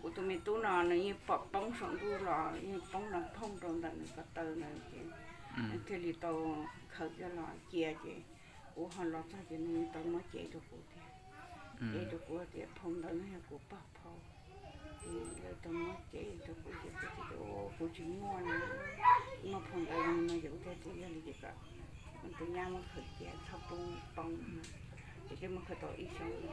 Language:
Hmong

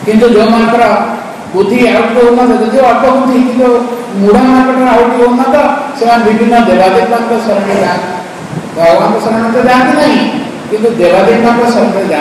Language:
Odia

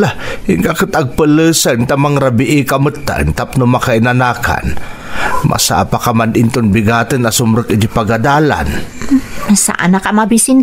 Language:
Iloko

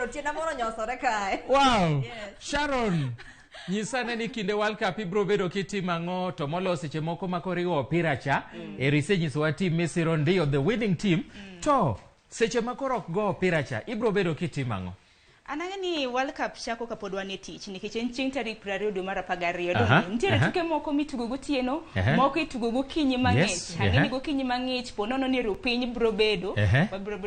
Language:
Luo (Kenya and Tanzania)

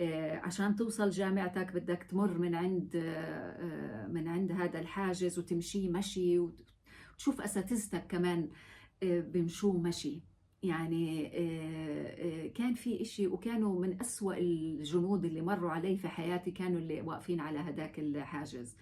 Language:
North Levantine Arabic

